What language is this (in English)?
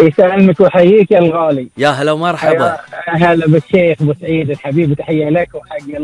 Gulf Arabic